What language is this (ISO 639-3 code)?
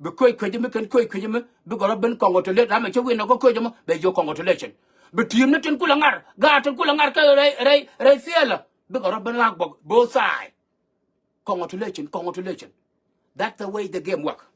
nus